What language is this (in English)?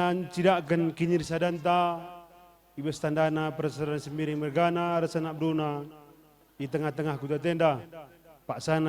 Batak Karo